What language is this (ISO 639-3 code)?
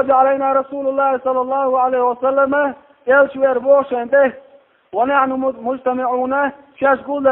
che